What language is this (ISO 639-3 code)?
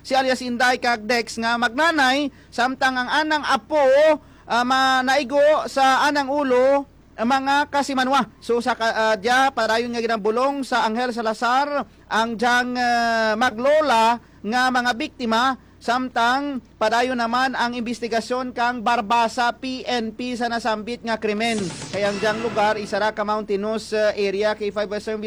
hil